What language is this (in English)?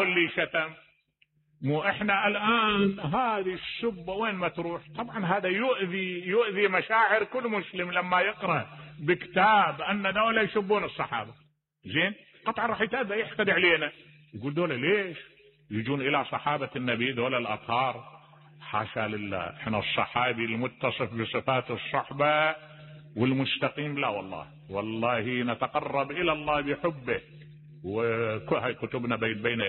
Mesopotamian Arabic